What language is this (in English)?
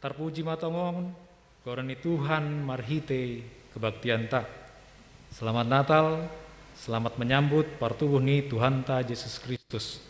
Batak Simalungun